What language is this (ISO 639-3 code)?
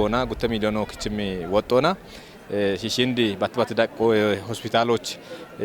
kbr